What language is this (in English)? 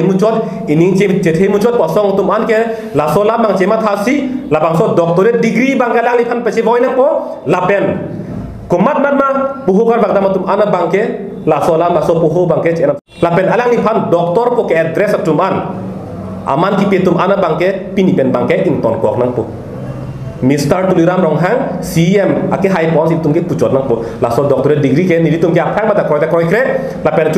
Karbi